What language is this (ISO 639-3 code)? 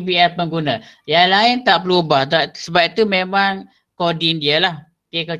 msa